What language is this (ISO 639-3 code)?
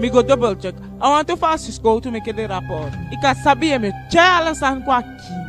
djk